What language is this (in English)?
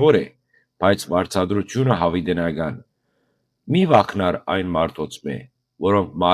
Western Armenian